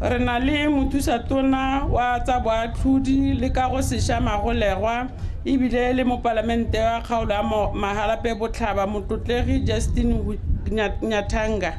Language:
Tswana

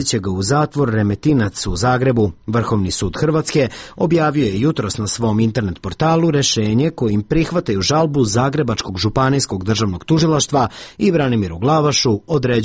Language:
Serbian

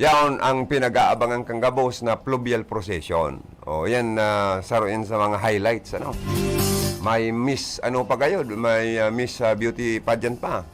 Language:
Bikol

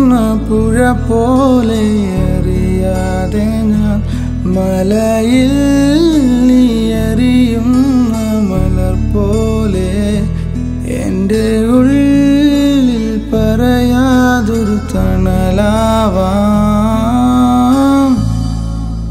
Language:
Malayalam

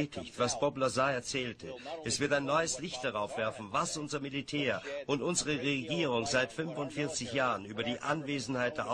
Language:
German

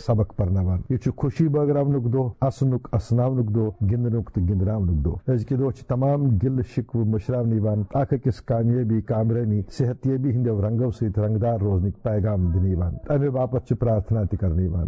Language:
Kashmiri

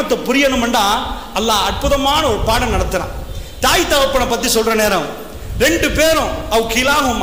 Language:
Tamil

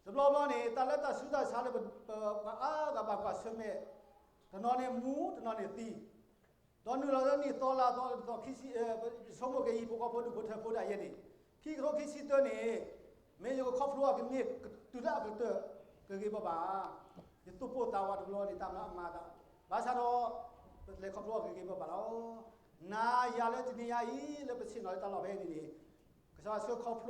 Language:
S'gaw Karen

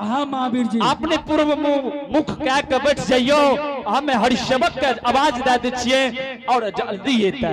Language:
Angika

